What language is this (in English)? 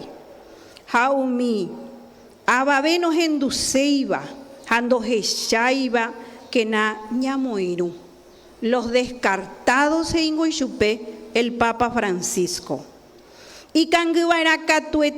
Guarani